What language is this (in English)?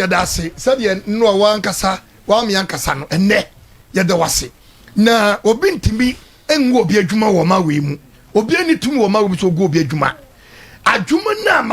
Akan